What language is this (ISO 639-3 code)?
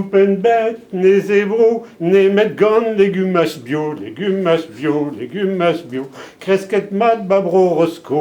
bre